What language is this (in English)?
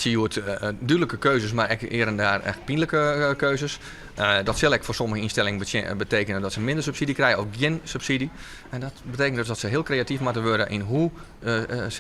Western Frisian